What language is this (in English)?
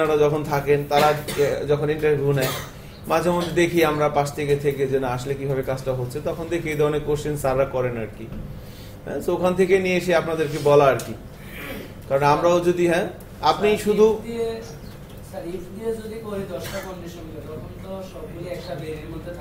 Bangla